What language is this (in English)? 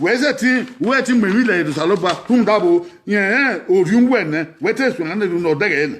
Bini